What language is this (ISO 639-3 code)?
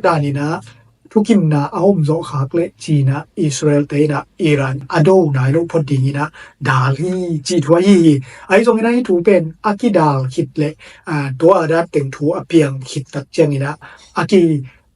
ctd